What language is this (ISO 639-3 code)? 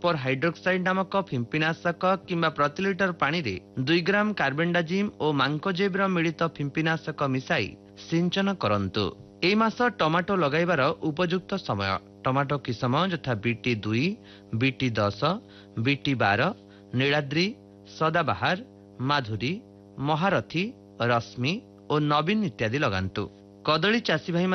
ori